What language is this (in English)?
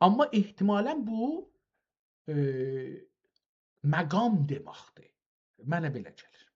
South Azerbaijani